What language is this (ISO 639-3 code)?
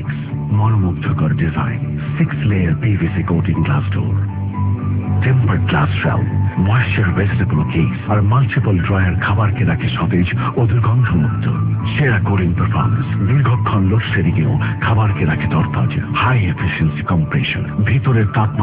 ben